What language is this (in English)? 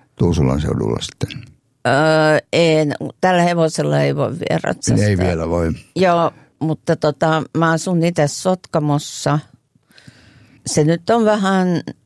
Finnish